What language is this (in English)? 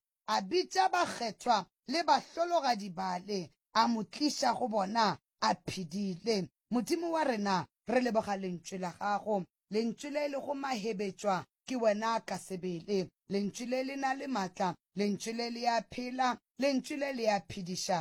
Northern Sotho